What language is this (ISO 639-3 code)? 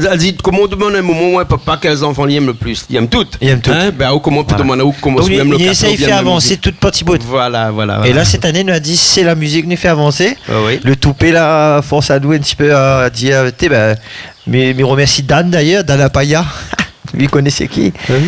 rcf